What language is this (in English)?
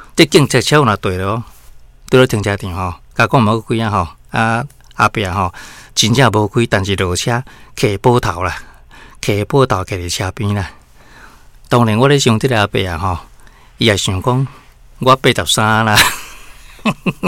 Min Nan Chinese